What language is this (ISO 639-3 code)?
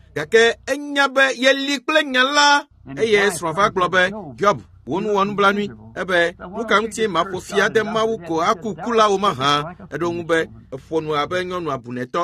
ewe